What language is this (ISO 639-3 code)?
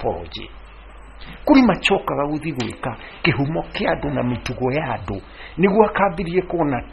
kik